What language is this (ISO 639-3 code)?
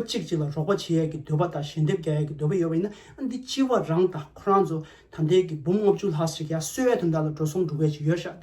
bod